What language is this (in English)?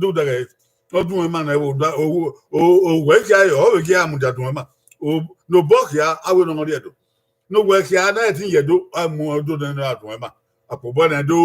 Bini